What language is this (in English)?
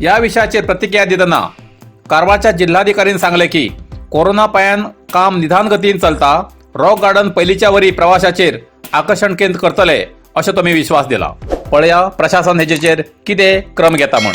Konkani